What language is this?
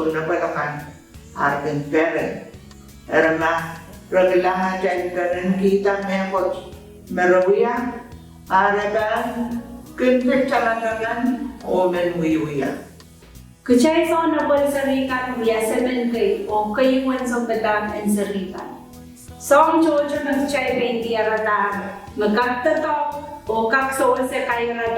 Pohnpeian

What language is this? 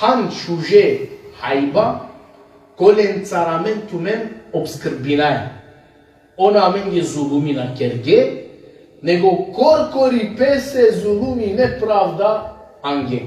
Balkan Romani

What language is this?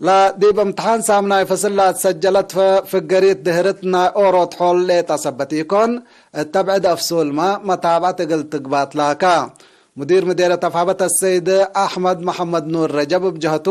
Tigre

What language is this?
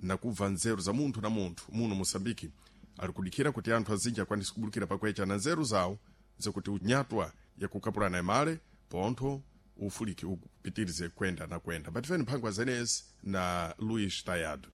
Sena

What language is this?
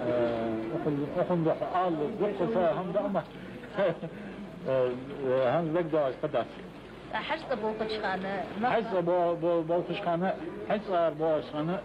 Ingush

